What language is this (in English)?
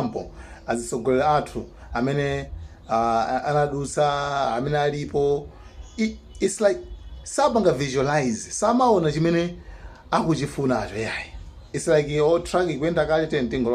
Nyanja